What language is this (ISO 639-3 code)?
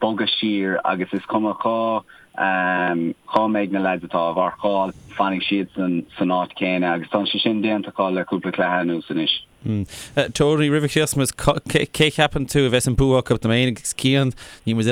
gle